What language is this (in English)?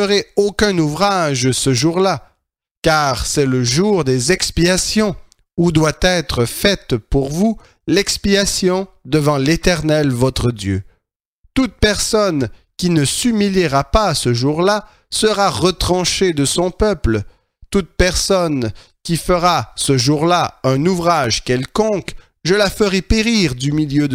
French